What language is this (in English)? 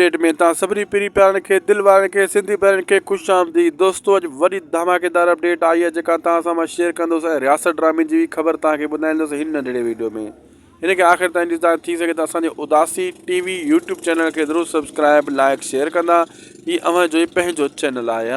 Sindhi